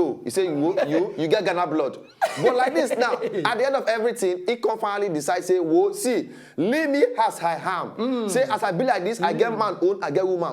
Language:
Nigerian Pidgin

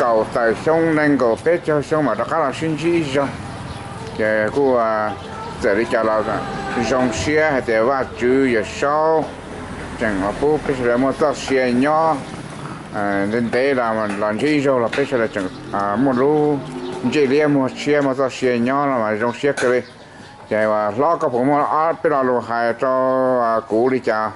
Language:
Hmong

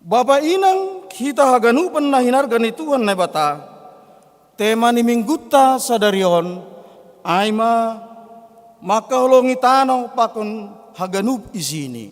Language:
Batak Simalungun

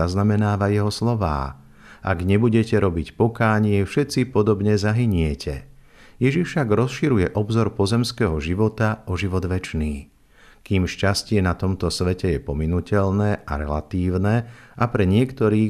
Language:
Slovak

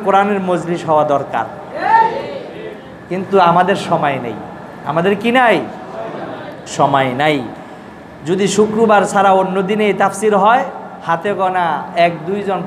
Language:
Bangla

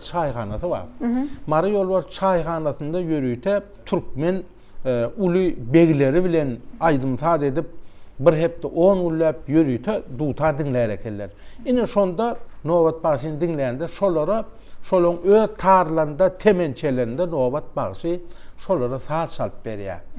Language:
Turkmen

